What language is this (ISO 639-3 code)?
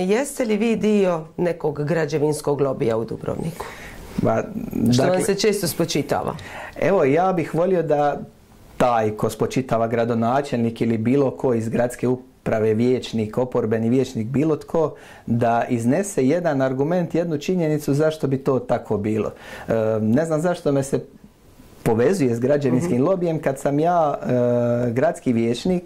hrv